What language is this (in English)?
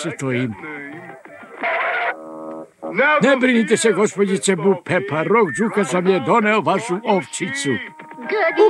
Serbian